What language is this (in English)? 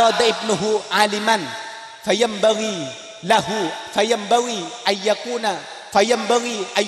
Madurese